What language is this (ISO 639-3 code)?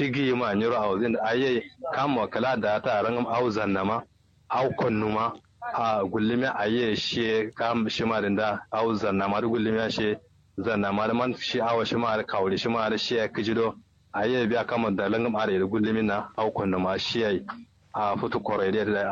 kau